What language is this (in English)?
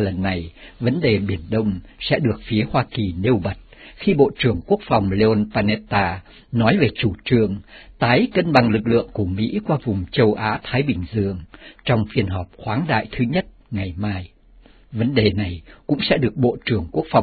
Vietnamese